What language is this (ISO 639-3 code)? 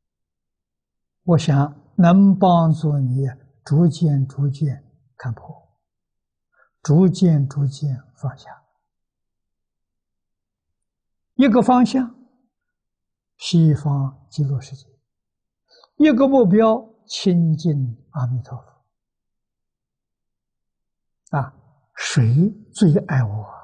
zho